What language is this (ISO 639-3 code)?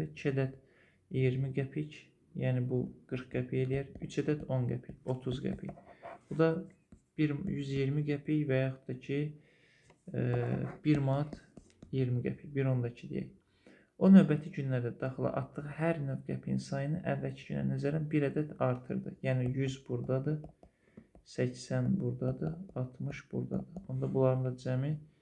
aze